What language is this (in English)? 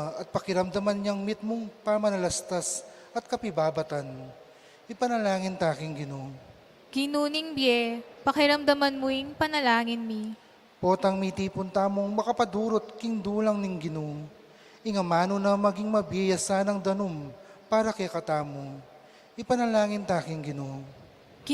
Pampanga